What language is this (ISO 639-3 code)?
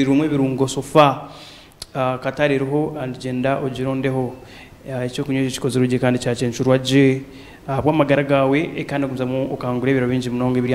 nyn